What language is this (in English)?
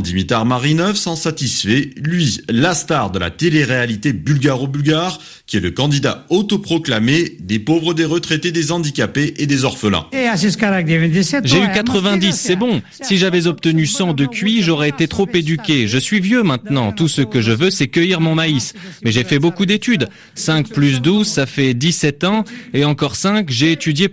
French